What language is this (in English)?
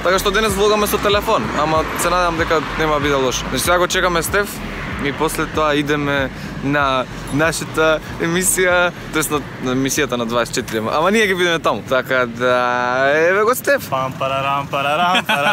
Macedonian